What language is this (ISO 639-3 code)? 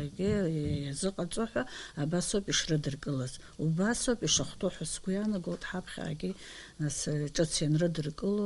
abk